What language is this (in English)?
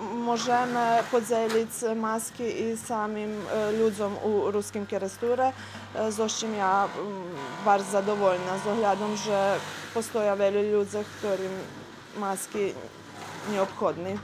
Rusyn